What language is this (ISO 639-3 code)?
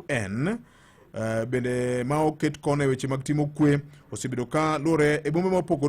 luo